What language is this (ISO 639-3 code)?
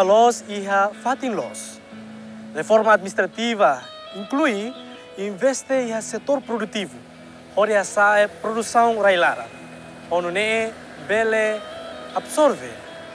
tet